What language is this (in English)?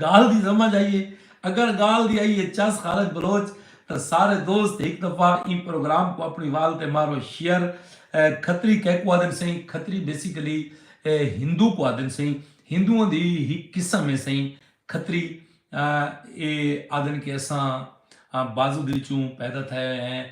Saraiki